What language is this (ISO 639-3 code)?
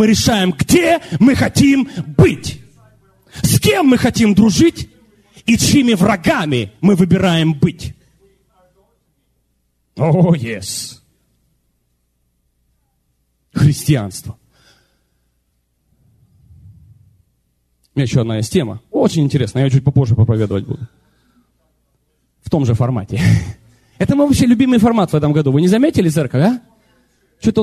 rus